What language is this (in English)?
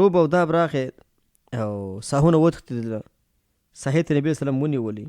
Pashto